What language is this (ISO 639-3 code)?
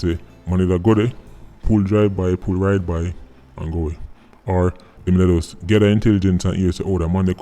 jam